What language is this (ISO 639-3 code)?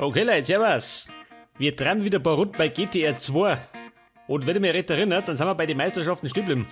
bar